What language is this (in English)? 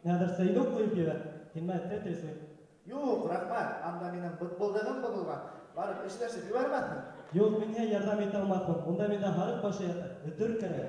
Bashkir